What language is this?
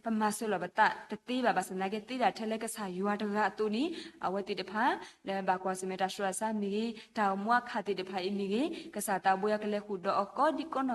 S'gaw Karen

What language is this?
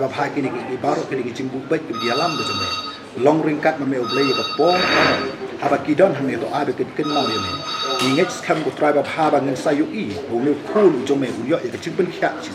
Khasi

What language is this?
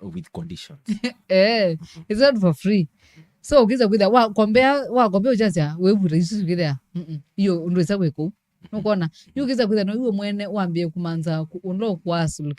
Kamba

